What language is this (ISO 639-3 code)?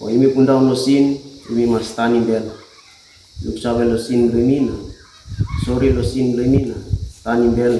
tpi